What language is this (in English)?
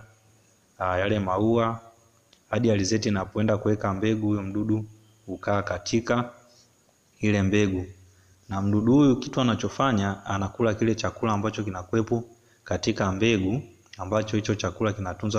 Swahili